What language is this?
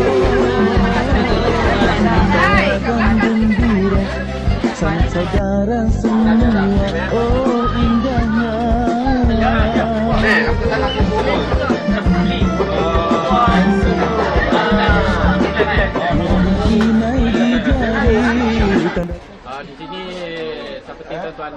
Malay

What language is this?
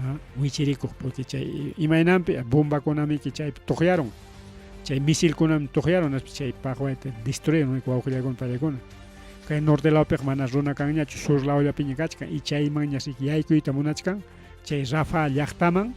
Ayacucho Quechua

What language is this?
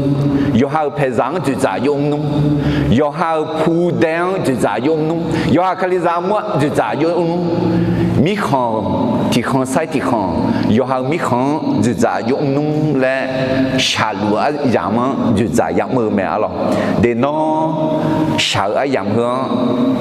Akha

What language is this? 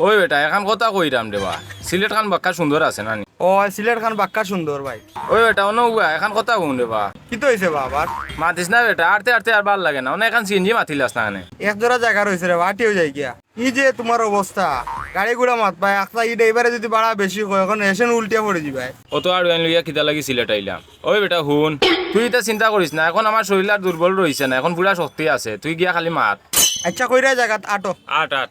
Sylheti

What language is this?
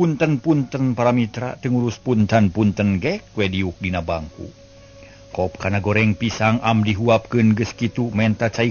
Sundanese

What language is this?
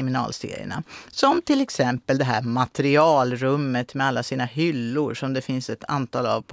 Swedish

